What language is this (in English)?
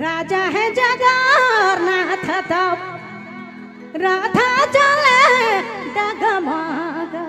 Sadri